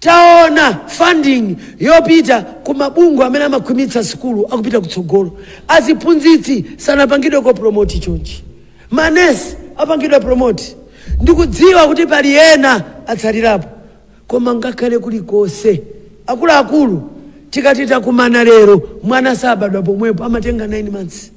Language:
Nyanja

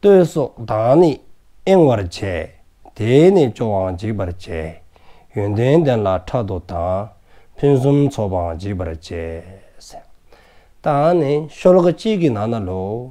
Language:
Dzongkha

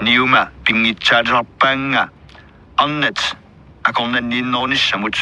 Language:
Kalaallisut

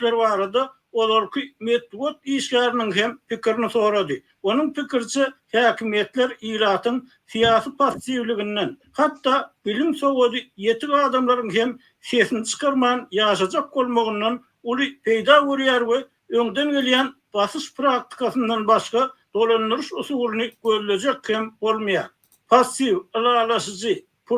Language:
Turkmen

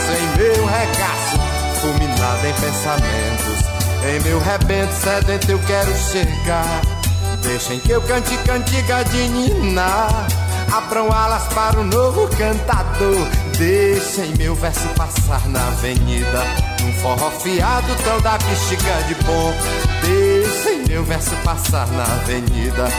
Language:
Portuguese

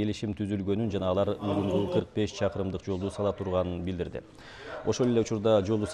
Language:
Kyrgyz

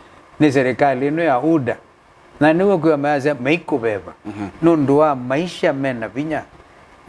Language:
Kamba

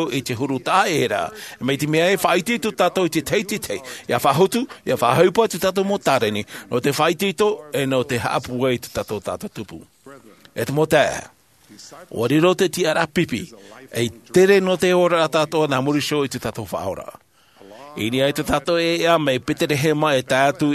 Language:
Tahitian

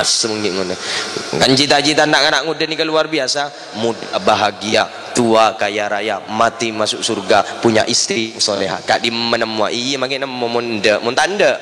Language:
Madurese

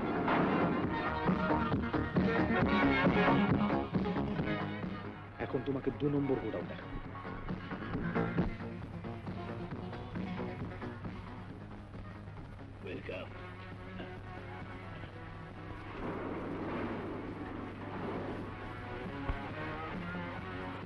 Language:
Bangla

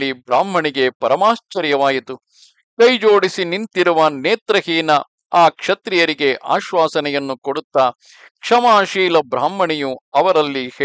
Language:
Kannada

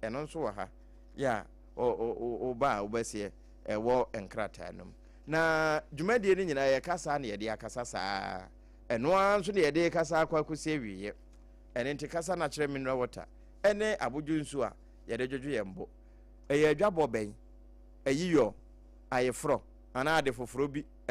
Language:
Akan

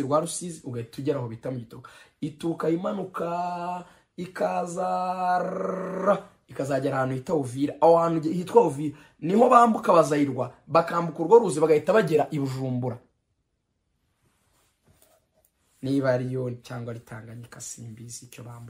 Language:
Kinyarwanda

